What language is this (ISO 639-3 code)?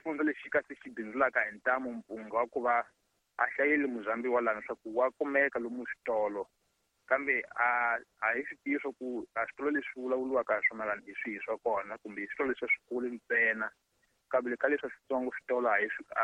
tso